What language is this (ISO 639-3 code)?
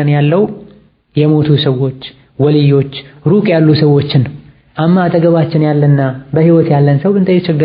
amh